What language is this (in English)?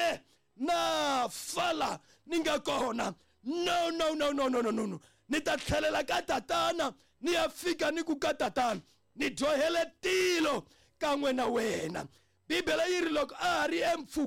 Tsonga